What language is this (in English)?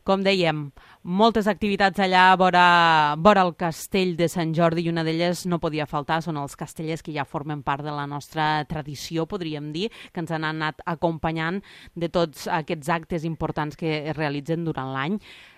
Catalan